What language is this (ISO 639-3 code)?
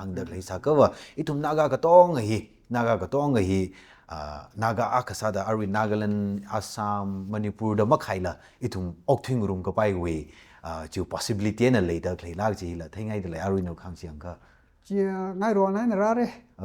nmf